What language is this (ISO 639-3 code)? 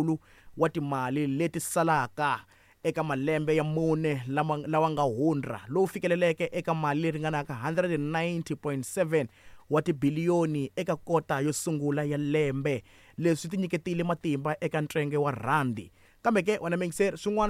tso